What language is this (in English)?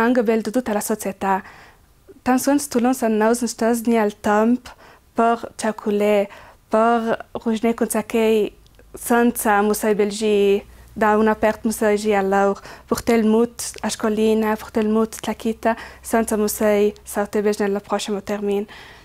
Ladin